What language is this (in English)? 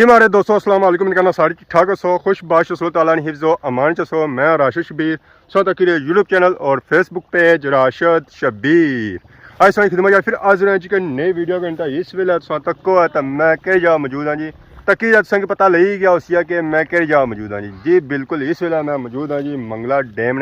Pahari-Potwari